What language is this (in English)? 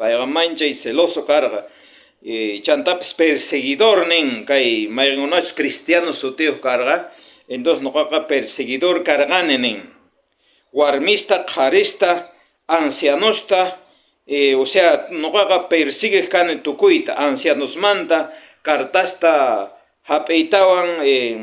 South Bolivian Quechua